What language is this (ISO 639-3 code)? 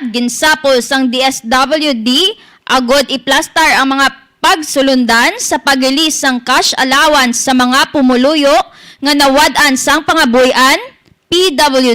hil